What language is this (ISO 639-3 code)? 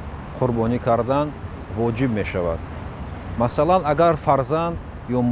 tgk